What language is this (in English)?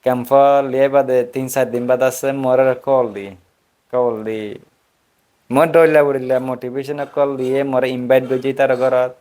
Rohingya